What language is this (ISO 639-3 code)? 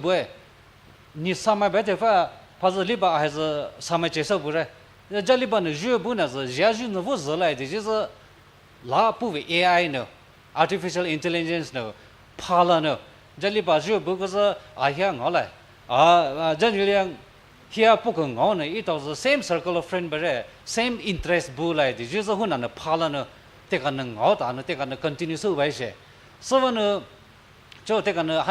pmx